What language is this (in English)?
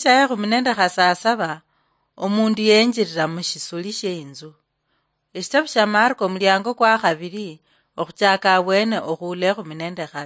Luyia